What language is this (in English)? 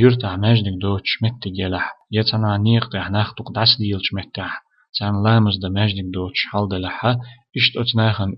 Chechen